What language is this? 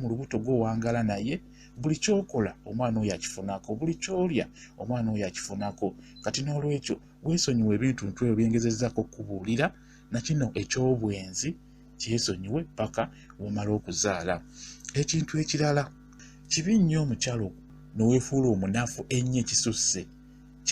Ganda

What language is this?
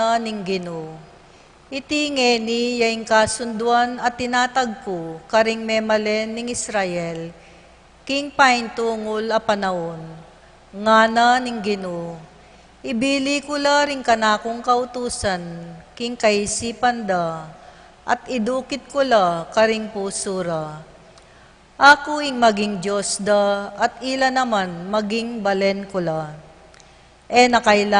Pampanga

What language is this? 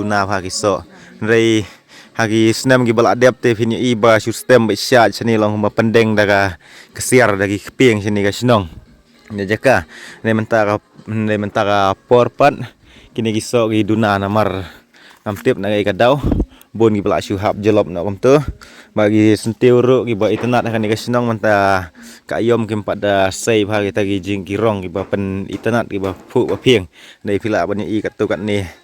Khasi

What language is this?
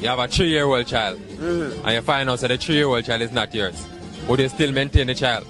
Jamaican Creole English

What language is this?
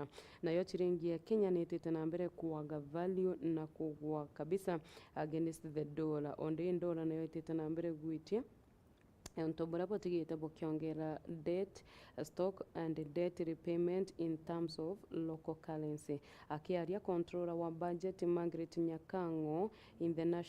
Meru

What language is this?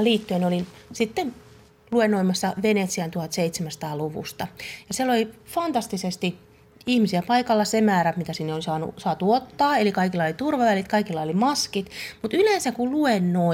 Finnish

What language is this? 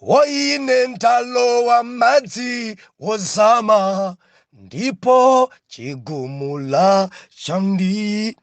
Nyanja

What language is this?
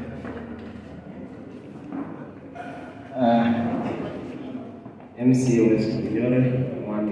Swahili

